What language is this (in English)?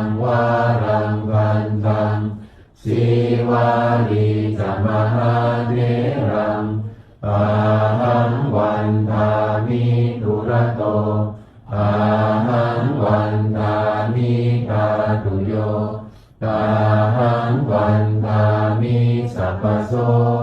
Pali